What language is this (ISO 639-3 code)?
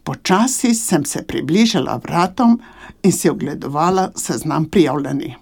slv